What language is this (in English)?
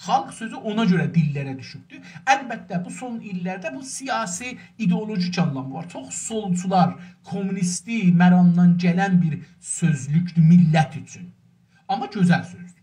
South Azerbaijani